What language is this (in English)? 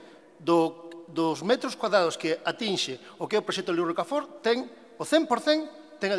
Galician